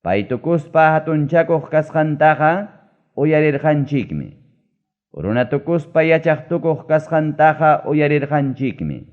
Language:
Ayacucho Quechua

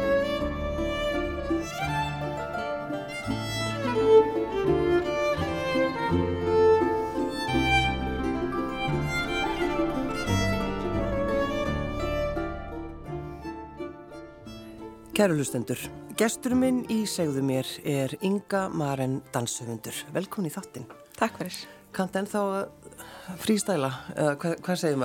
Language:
Icelandic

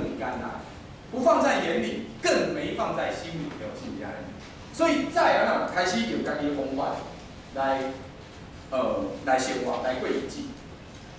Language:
Min Nan Chinese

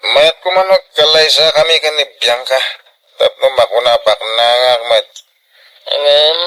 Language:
Iloko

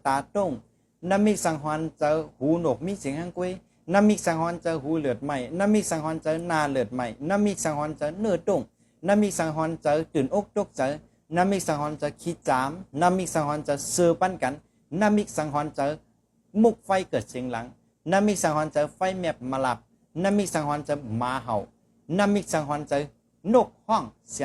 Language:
Shan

